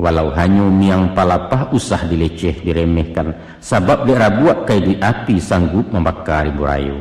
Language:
Minangkabau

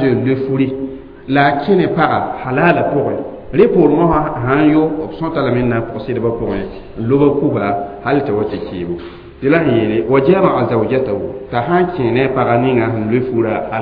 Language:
Mossi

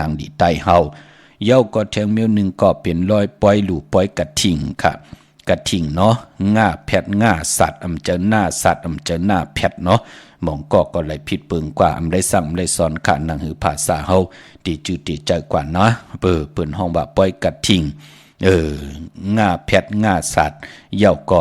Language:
Shan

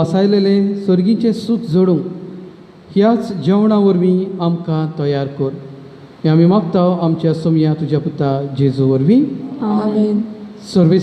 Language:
Konkani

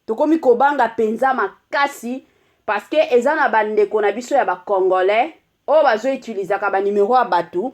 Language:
Lingala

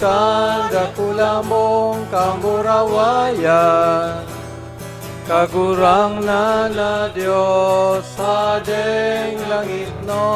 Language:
Bikol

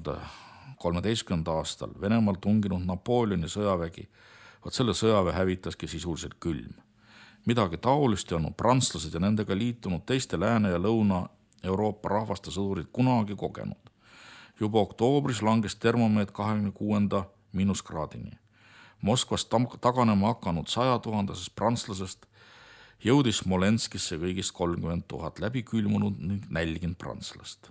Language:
Estonian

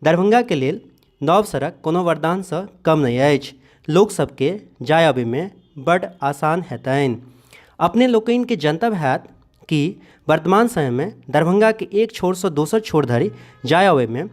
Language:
Maithili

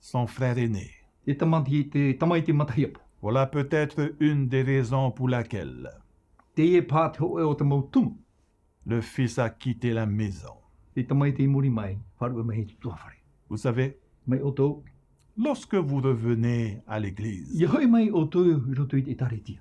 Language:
Tahitian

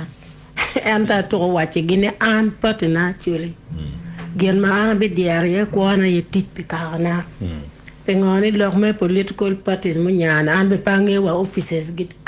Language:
Acoli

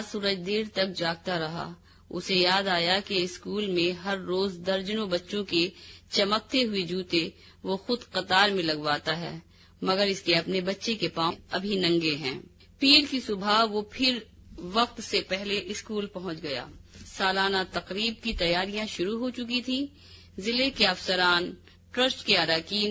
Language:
Urdu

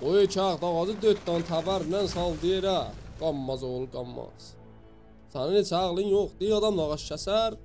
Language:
South Azerbaijani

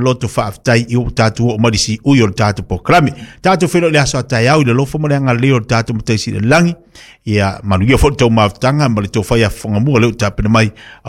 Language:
Samoan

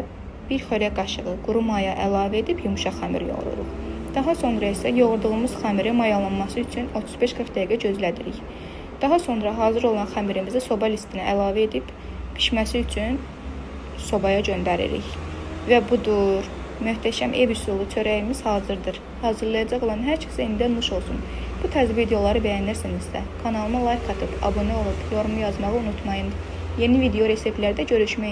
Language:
Azerbaijani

